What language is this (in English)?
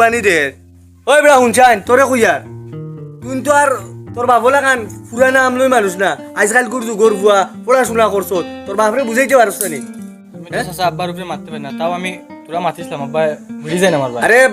Sylheti